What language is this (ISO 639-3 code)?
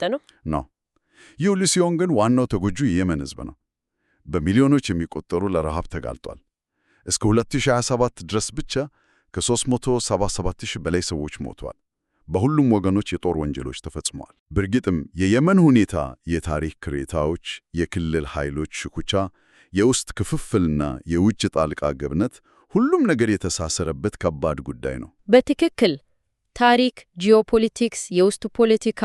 amh